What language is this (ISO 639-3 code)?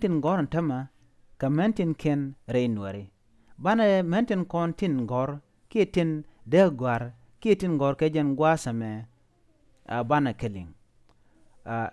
nus